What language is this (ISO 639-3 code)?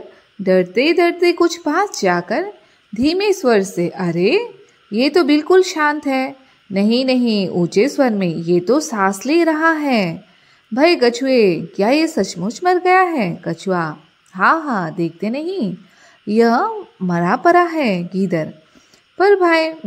hin